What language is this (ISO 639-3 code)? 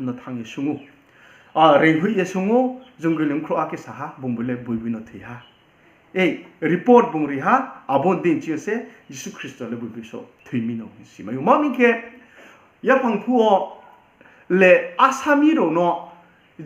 ria